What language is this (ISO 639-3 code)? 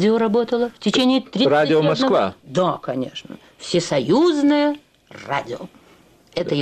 rus